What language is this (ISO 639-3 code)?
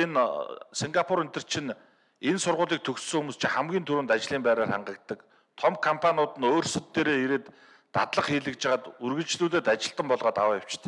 mon